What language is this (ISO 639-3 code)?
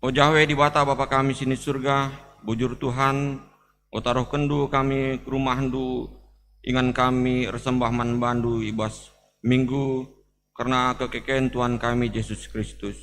btx